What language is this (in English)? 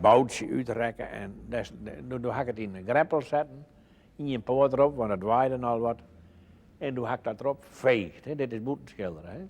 Western Frisian